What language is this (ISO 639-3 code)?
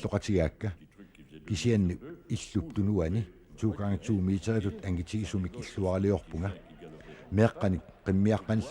kal